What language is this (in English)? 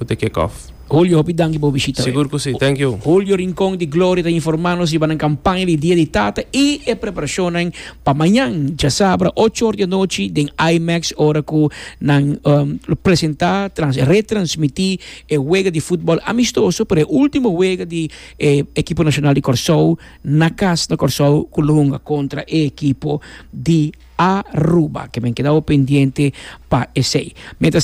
Papiamento